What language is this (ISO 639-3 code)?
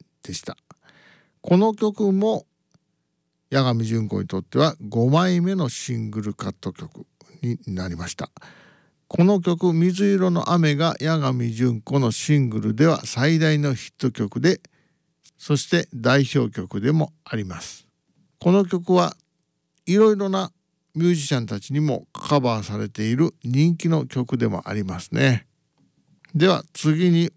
jpn